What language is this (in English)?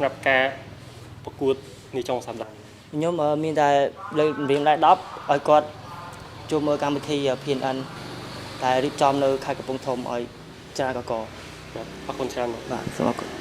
Khmer